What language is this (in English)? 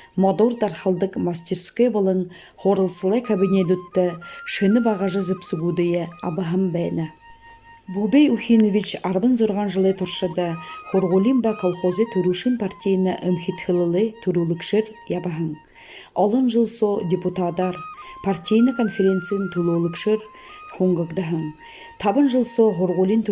Buriat